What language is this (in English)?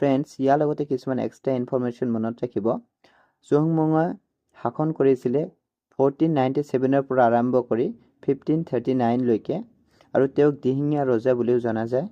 Assamese